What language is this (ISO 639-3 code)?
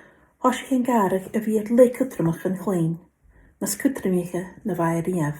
gla